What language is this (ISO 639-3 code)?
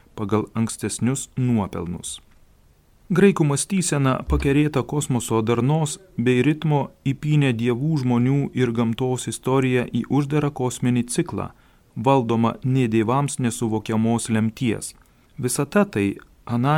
lit